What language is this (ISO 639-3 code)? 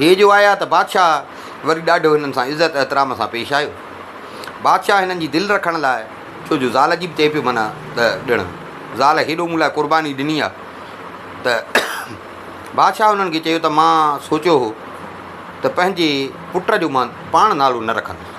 snd